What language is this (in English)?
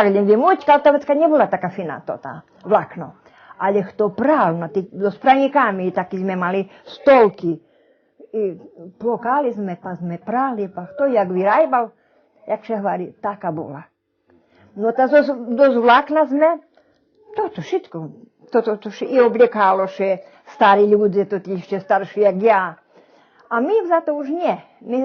Rusyn